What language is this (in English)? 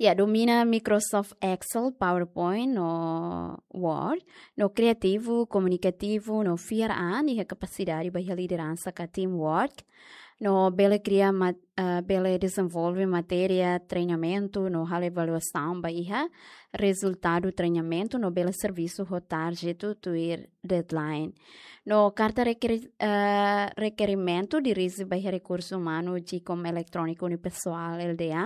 Tetum